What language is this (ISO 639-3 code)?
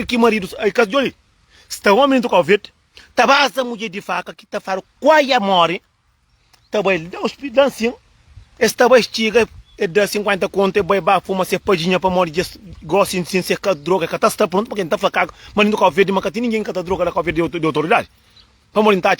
kea